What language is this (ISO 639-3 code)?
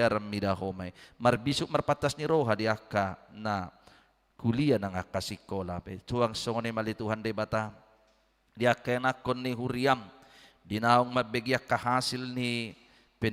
bbc